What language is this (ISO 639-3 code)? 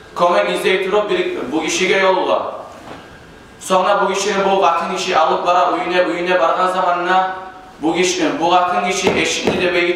kum